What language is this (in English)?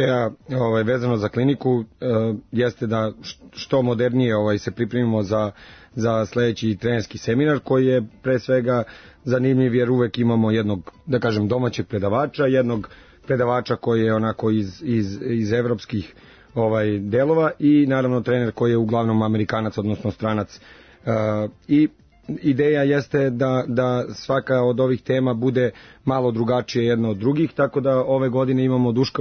Serbian